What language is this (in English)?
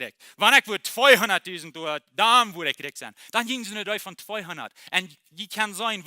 Plautdietsch